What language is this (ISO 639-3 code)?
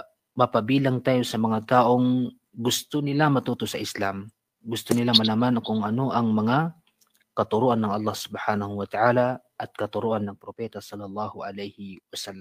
mrw